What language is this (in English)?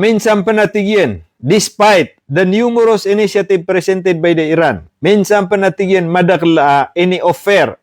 Maranao